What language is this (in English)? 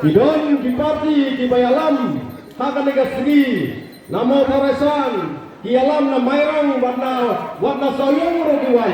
Khasi